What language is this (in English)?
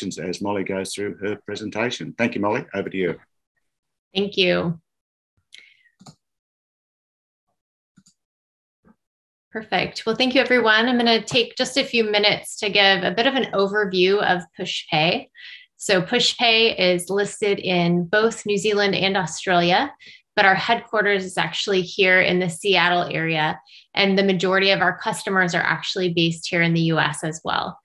English